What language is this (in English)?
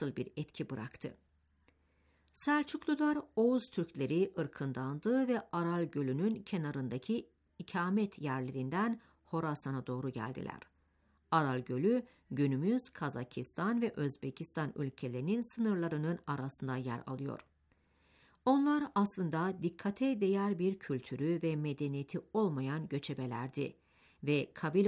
Turkish